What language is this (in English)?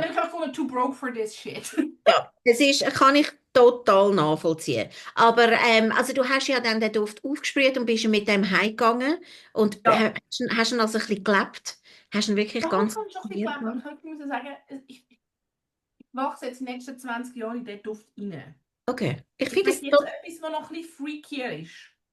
Swiss German